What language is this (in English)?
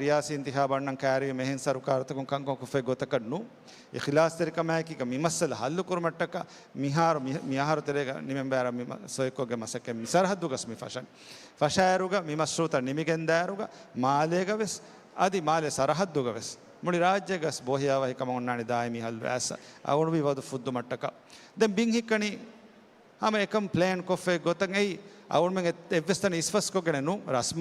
Divehi